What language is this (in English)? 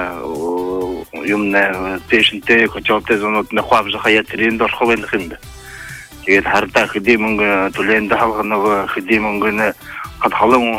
Buriat